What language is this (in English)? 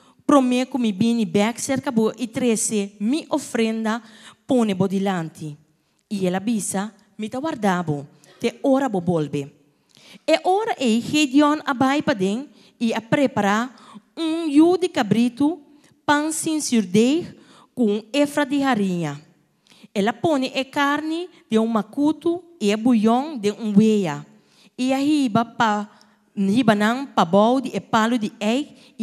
Papiamento